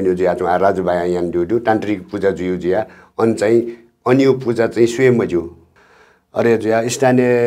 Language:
Newari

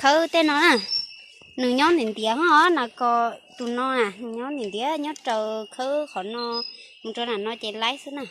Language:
Hmong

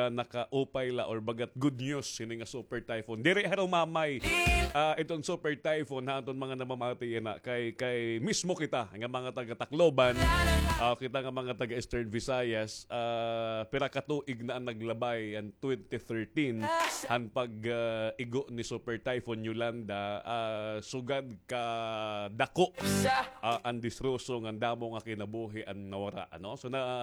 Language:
Waray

